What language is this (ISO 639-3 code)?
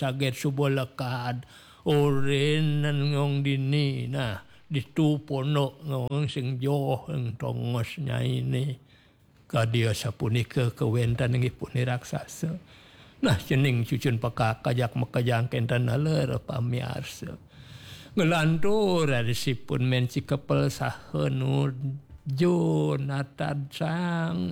ban